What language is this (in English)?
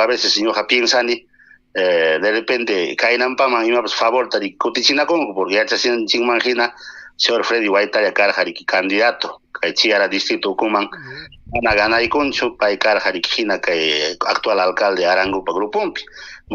Ayacucho Quechua